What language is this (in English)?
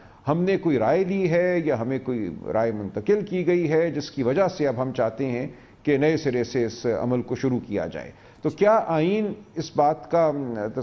Urdu